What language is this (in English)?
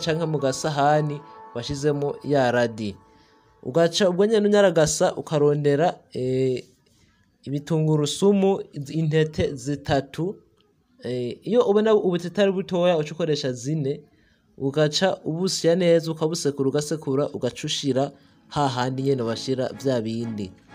Rundi